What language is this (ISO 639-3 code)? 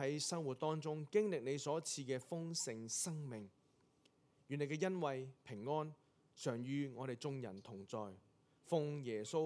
yue